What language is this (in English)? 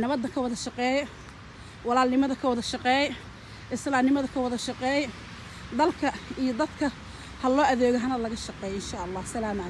Somali